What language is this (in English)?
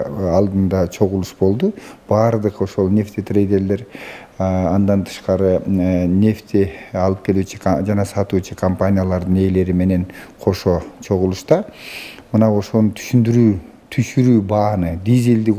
Kyrgyz